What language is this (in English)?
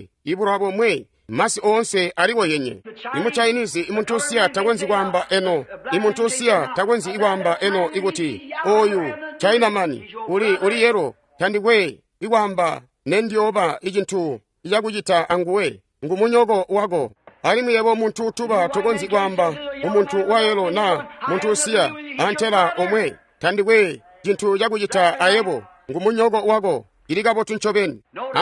Tonga (Zambia)